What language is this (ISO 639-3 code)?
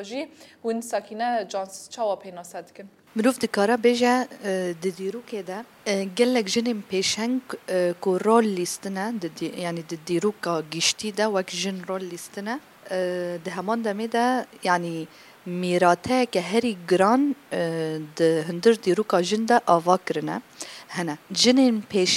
kur